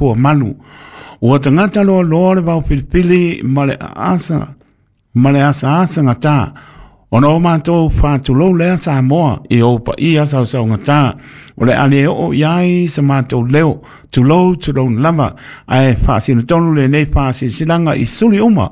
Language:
Samoan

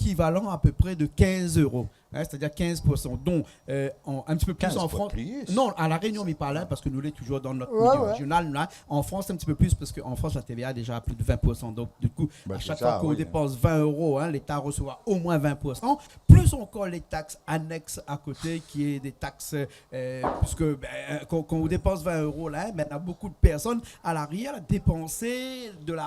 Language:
Réunion Creole French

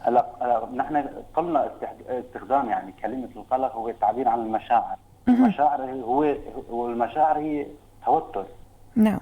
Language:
North Levantine Arabic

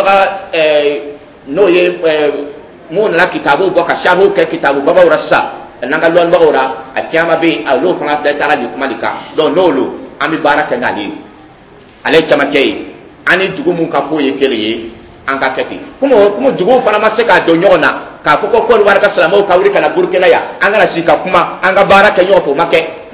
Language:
Dyula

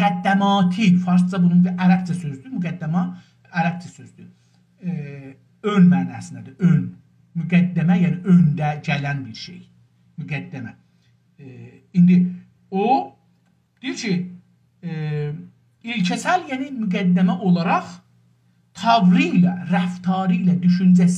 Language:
South Azerbaijani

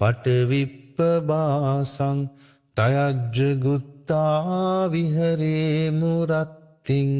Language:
Pali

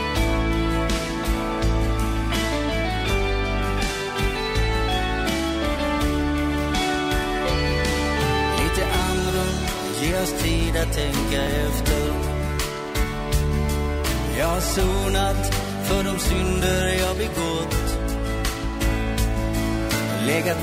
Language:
Swedish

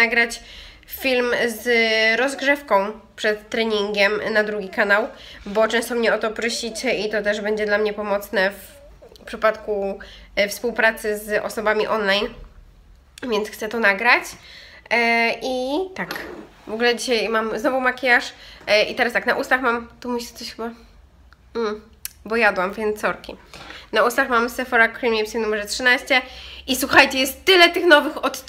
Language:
Polish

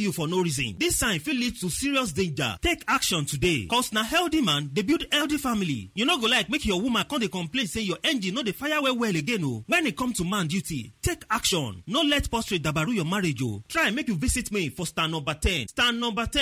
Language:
Nigerian Pidgin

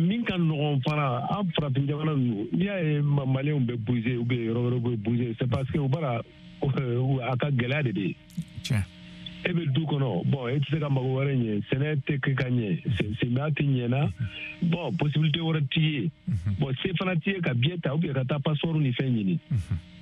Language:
Bambara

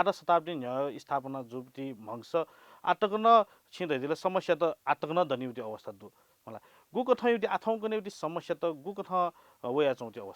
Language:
Newari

